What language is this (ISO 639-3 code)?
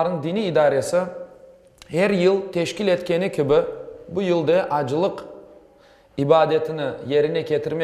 crh